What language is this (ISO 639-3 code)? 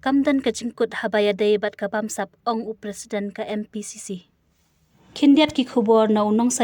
kha